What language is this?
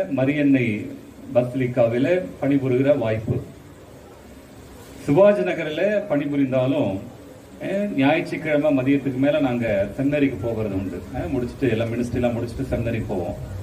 Tamil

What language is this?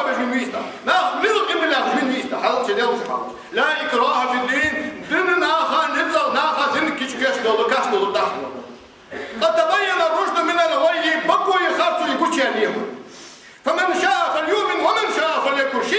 Ingush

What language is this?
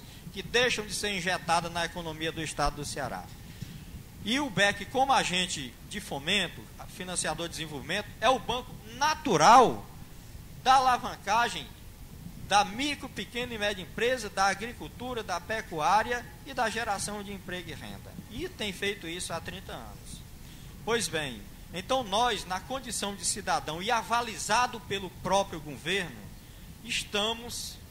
Portuguese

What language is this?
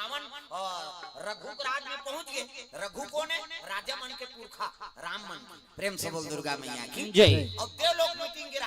Chhattisgarhi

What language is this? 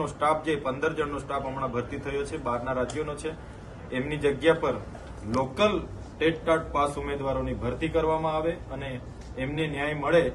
Gujarati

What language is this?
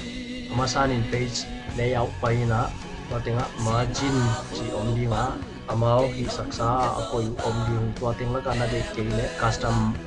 Tedim Chin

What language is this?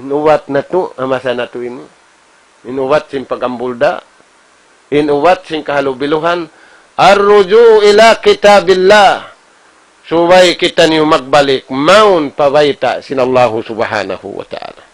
Tausug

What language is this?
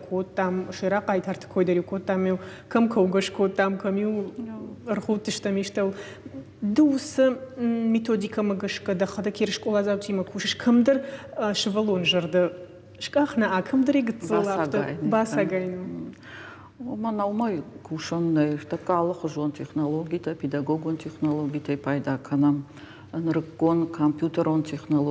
Ossetic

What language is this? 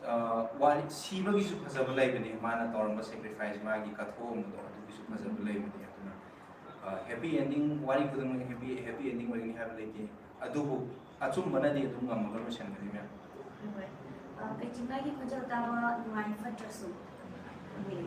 Manipuri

